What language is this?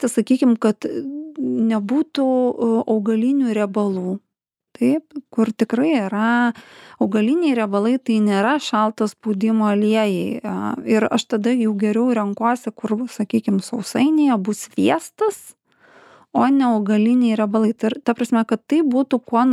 Lithuanian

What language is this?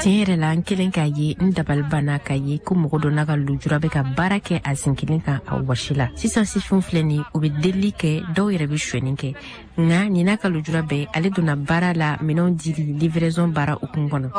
Bambara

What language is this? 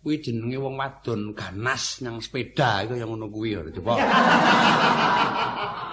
Javanese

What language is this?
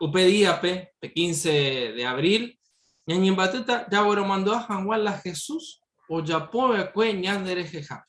Guarani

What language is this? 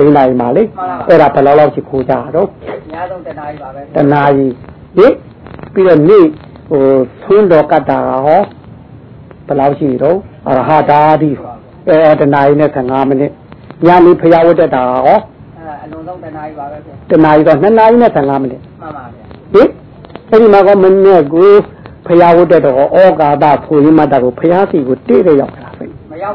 Burmese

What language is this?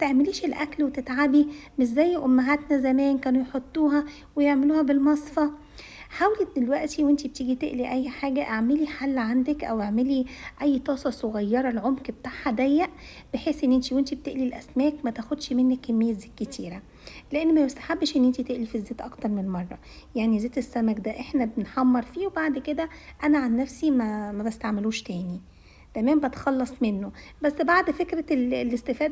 Egyptian Arabic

